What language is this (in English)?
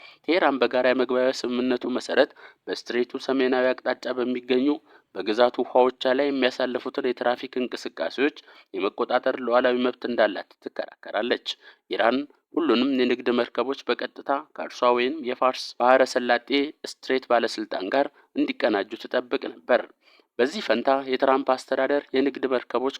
Amharic